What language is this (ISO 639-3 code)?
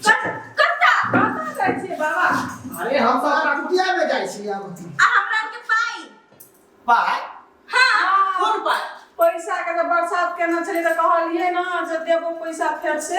mai